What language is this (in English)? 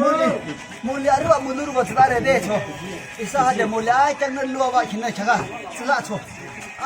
Yimchungru Naga